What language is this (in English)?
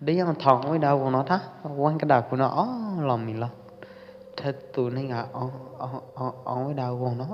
Pwo Eastern Karen